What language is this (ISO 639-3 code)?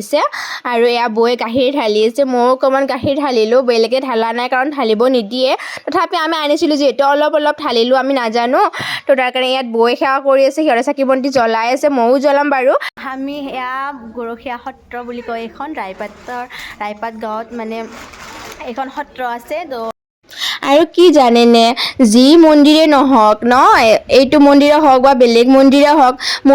asm